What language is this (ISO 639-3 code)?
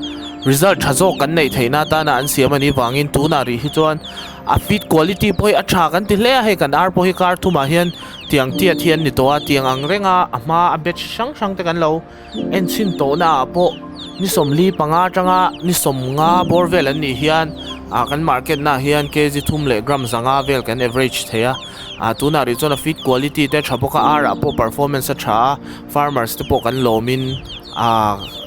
lus